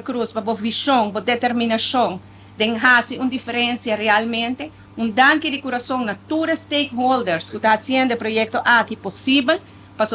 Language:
Papiamento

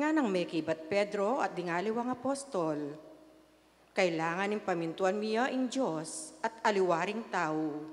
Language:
Pampanga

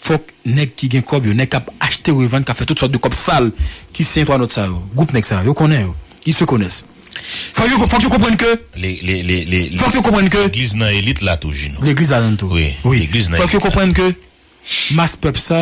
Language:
Haitian Creole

